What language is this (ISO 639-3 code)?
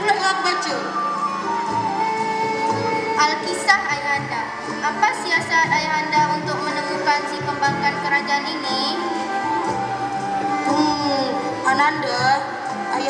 msa